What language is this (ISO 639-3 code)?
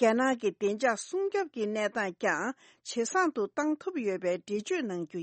bod